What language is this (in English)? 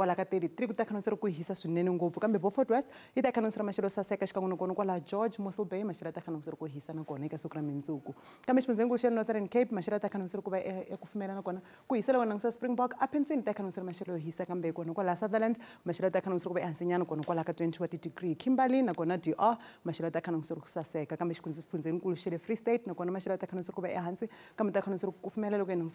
Tsonga